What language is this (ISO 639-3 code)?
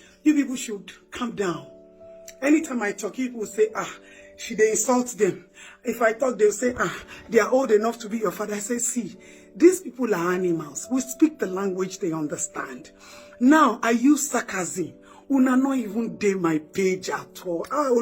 pcm